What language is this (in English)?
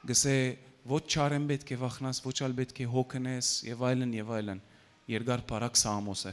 Western Armenian